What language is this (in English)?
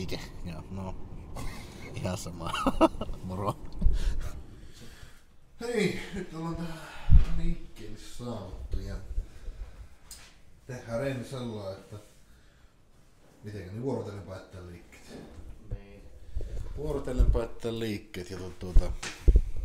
Finnish